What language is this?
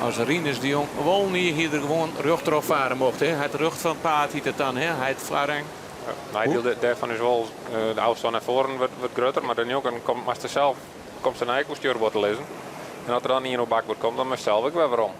Western Frisian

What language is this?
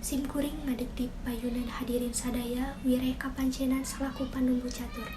Sundanese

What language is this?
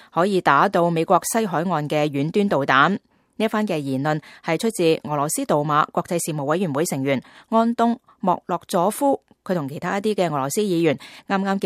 Cantonese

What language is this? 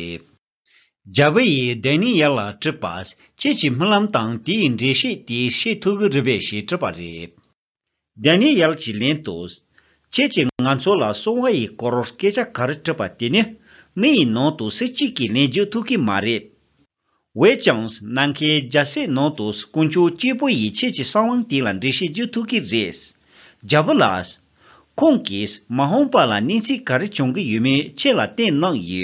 Tibetan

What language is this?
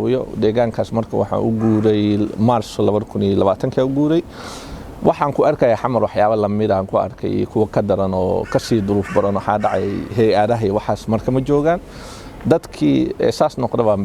Somali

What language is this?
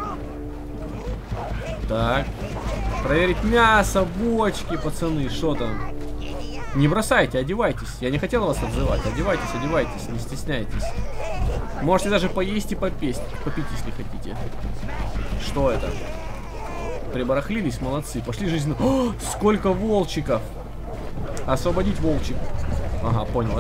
Russian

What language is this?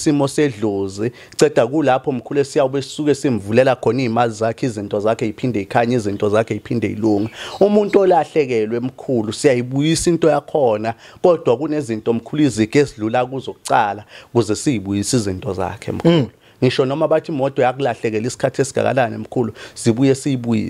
Zulu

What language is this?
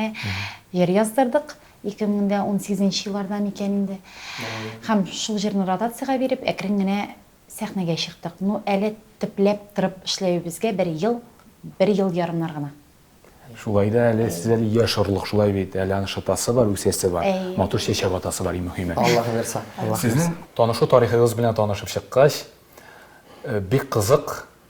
Tatar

